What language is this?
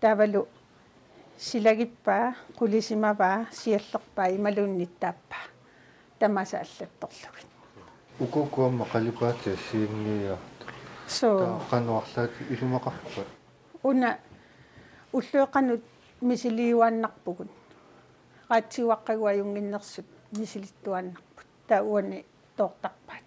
Kalaallisut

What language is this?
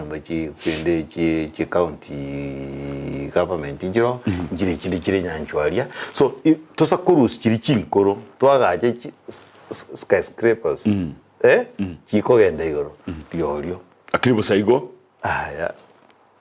Gusii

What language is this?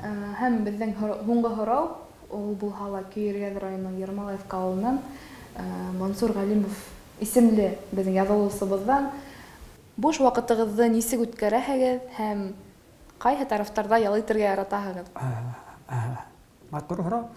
Bashkir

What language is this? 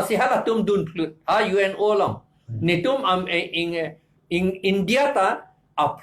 Karbi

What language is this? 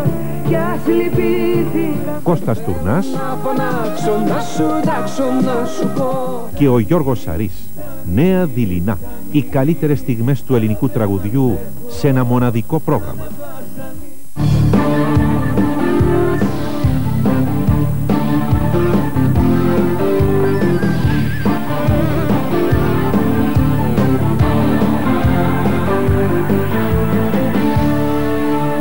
Greek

